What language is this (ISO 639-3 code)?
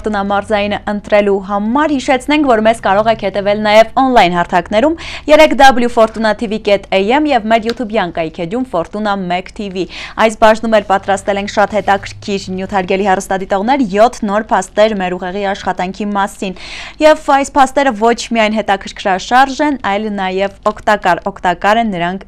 hye